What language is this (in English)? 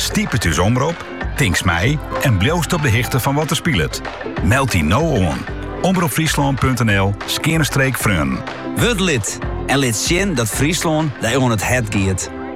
Western Frisian